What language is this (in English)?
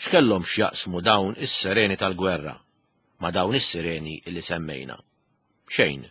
Maltese